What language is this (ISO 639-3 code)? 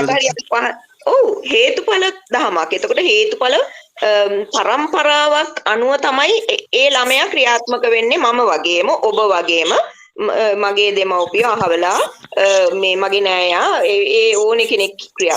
sin